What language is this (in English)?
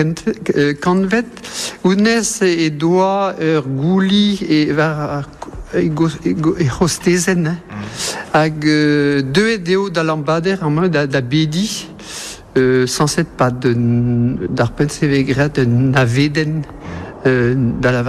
Breton